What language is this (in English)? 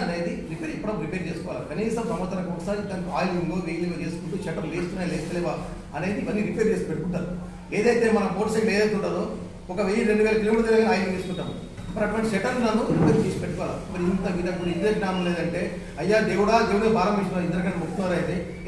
Telugu